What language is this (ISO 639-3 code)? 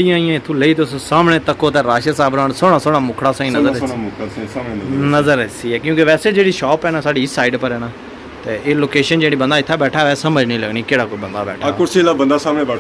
phr